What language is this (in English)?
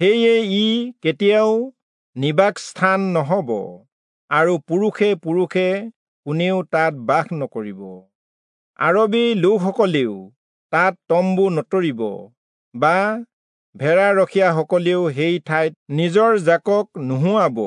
Assamese